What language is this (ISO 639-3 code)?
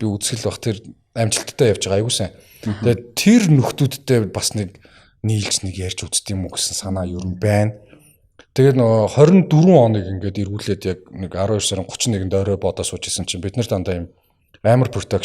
mon